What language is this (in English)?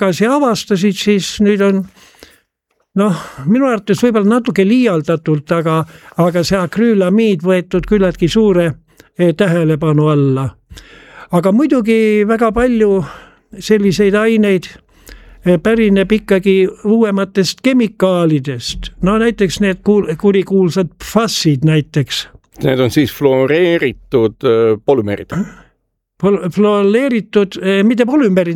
Estonian